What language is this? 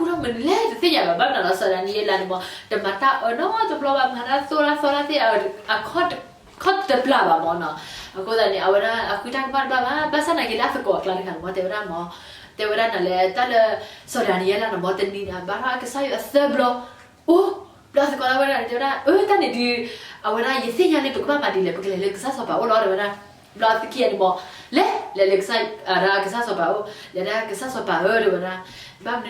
S'gaw Karen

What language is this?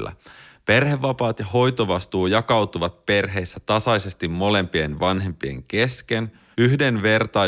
Finnish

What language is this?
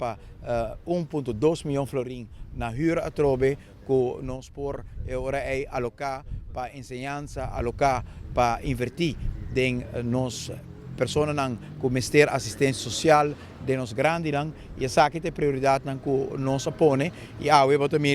Papiamento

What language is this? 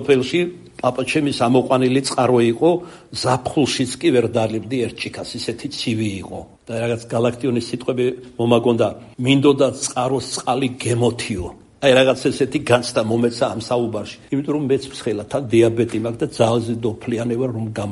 Georgian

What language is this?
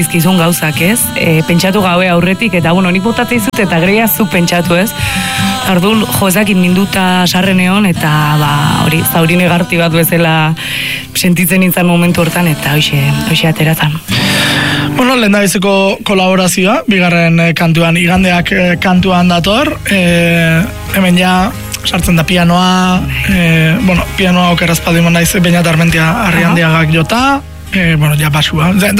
Basque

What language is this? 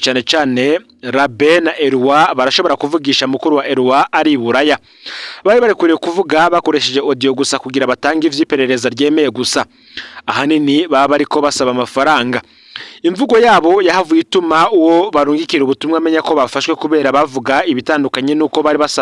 Rundi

